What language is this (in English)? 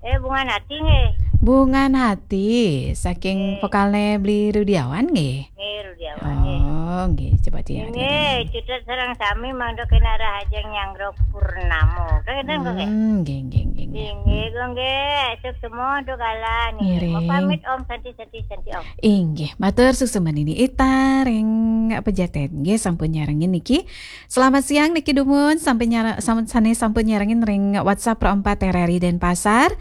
Balinese